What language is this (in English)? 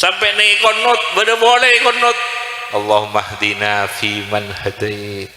Madurese